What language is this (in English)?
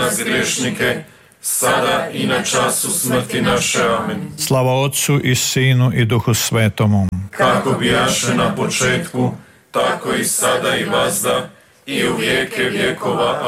Croatian